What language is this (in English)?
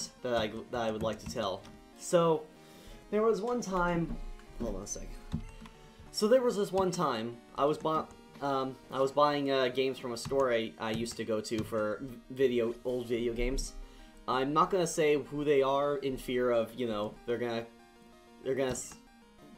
English